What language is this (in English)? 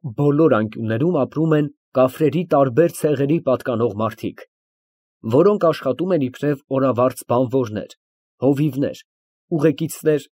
Armenian